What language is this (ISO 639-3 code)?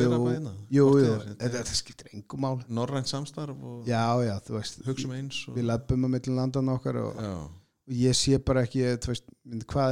isl